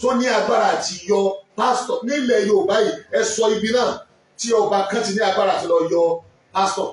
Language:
Yoruba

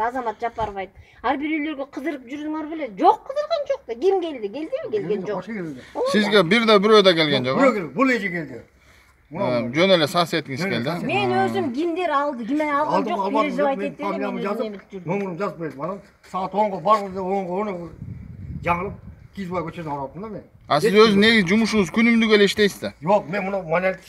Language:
Kyrgyz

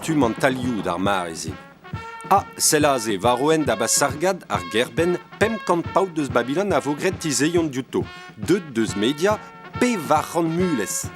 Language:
Breton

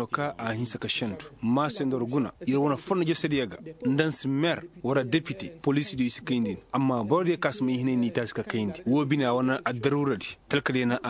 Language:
Koyraboro Senni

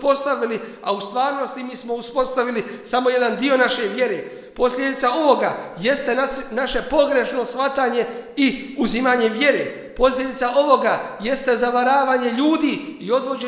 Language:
Bosnian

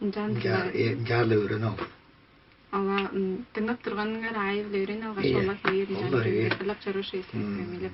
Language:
Tuvinian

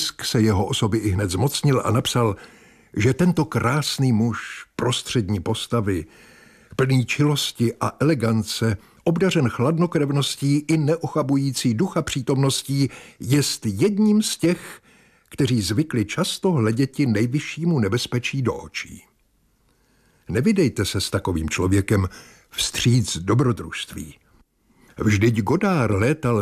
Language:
Czech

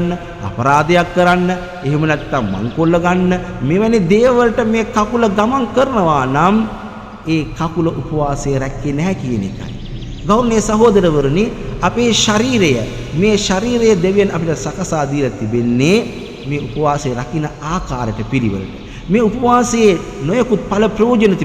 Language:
Sinhala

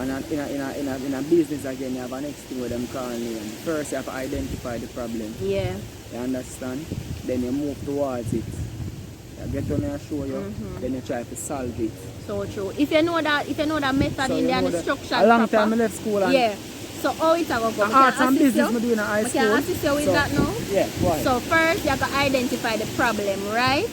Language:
Jamaican Creole English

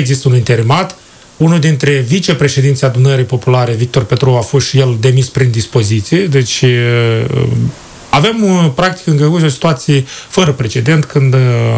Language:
Romanian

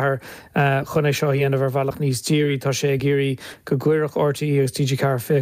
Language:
Irish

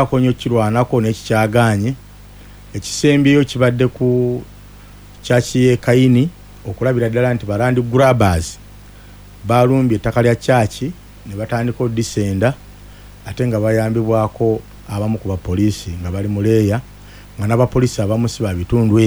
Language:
Ganda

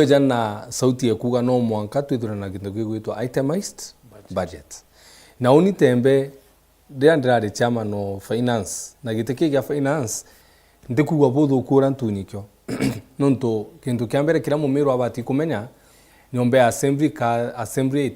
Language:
Meru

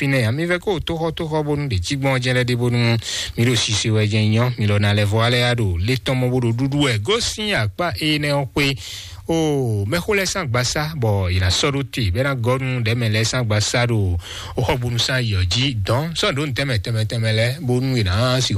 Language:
Fon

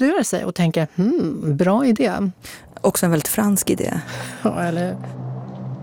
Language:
Swedish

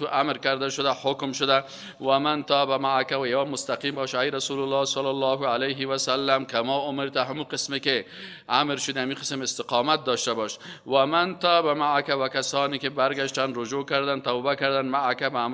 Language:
Persian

